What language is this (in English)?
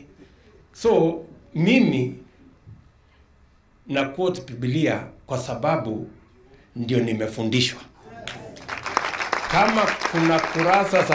Swahili